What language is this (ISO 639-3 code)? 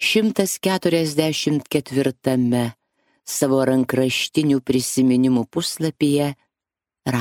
lit